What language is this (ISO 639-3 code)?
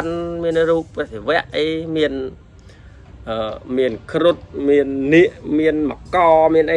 khm